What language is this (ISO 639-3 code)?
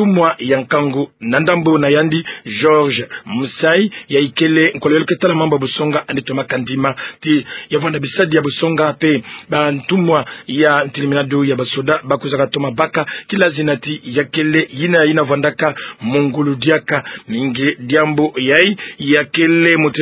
ktu